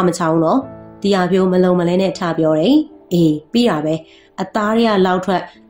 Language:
Burmese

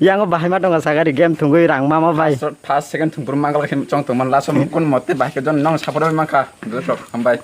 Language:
Kok Borok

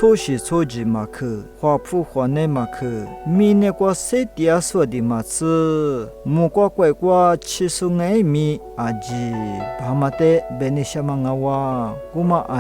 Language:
Lisu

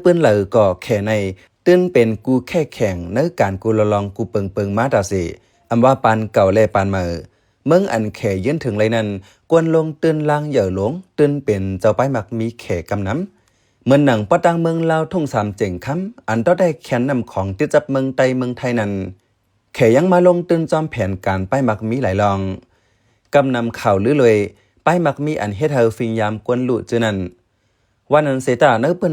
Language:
Shan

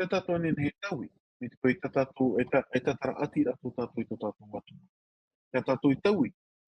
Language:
Tahitian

